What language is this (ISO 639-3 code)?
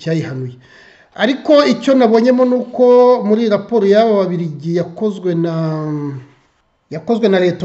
kin